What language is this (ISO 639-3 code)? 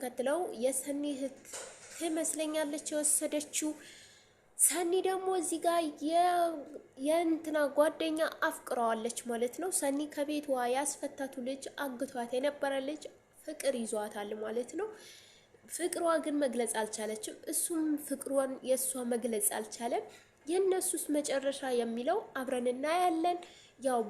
amh